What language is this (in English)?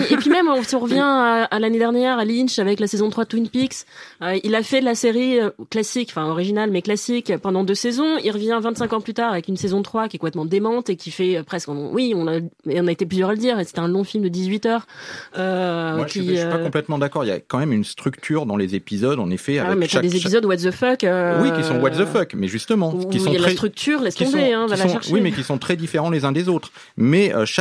French